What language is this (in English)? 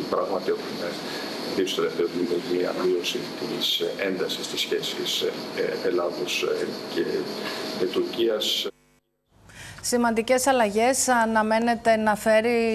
Greek